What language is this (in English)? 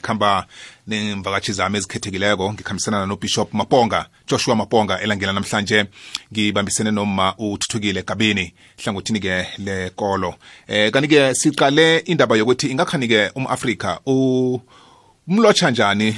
South Ndebele